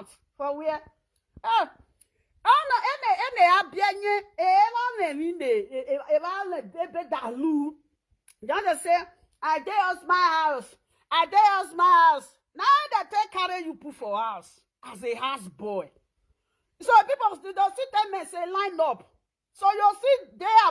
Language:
Nigerian Pidgin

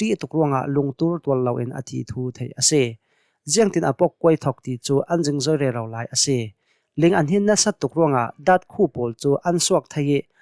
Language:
Hakha Chin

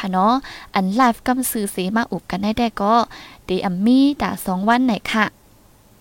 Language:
Thai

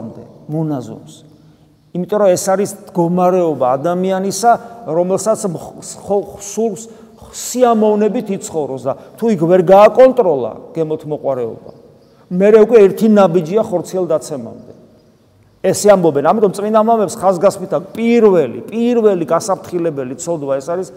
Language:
Georgian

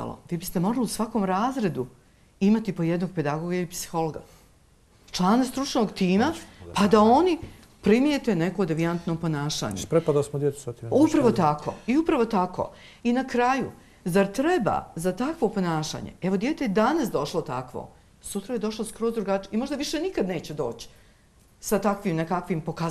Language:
Bosnian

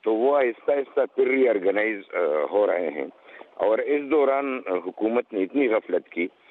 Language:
Urdu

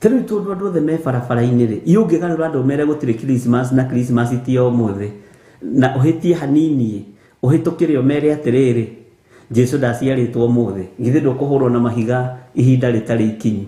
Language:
Kikuyu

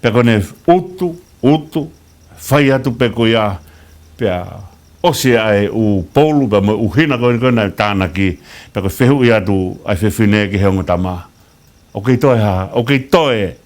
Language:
Tongan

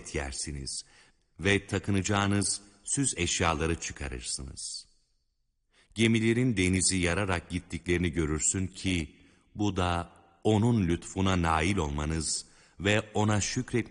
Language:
Turkish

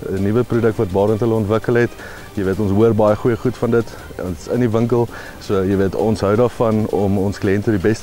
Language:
Afrikaans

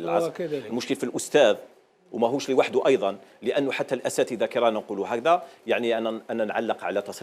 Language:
Algerian Arabic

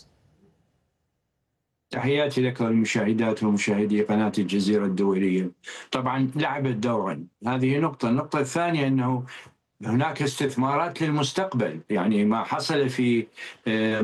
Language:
Arabic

